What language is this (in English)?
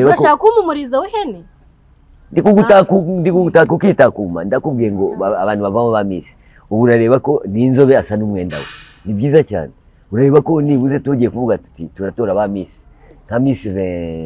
Kinyarwanda